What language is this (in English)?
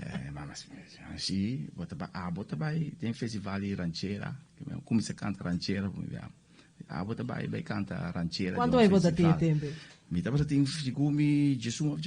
Papiamento